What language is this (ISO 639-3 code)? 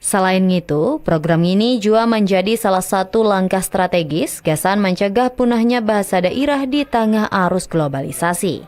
bjn